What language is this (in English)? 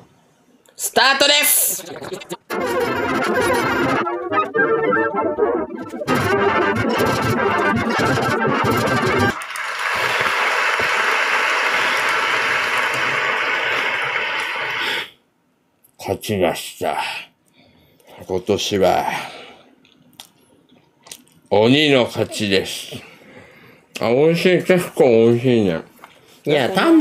Japanese